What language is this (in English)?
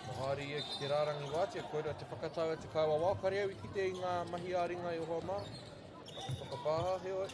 Māori